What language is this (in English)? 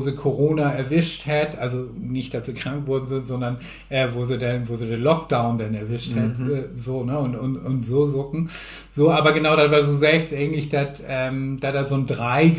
Low German